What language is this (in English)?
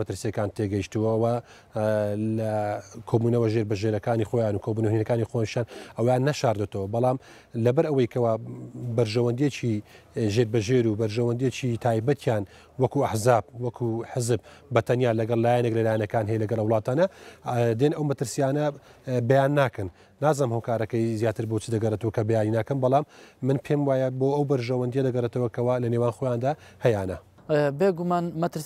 Central Kurdish